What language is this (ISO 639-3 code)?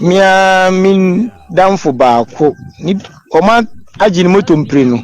aka